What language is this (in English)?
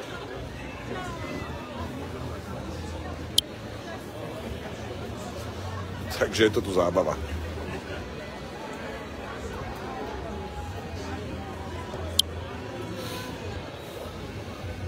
Slovak